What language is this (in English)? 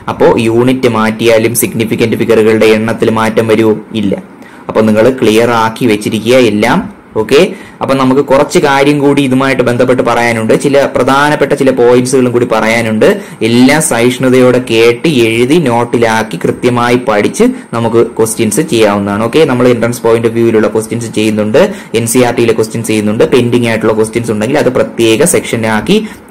Malayalam